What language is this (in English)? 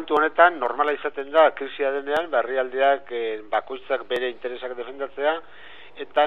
Basque